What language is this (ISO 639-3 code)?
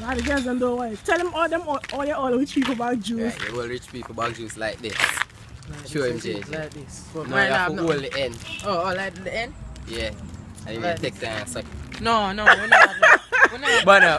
jam